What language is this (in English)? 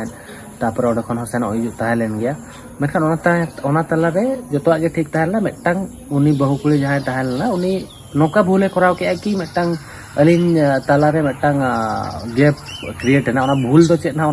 Santali